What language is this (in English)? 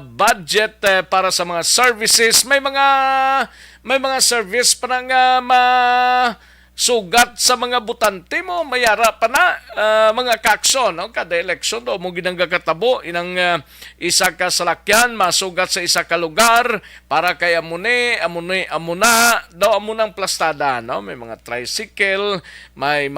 Hiligaynon